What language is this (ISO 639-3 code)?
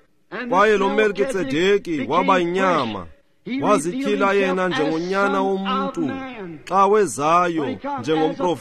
xho